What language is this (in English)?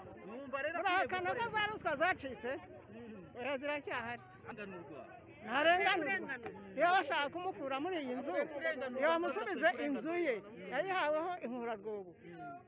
Kinyarwanda